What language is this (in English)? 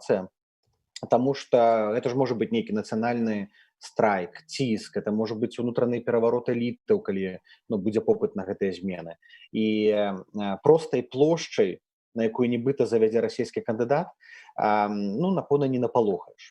Belarusian